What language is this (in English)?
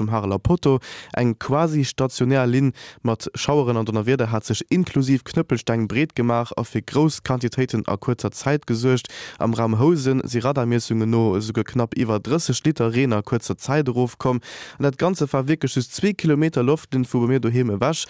Luxembourgish